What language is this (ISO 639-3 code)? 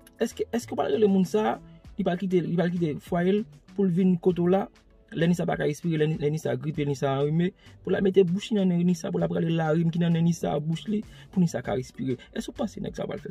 hat